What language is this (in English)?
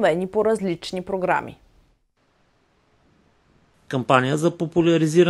Bulgarian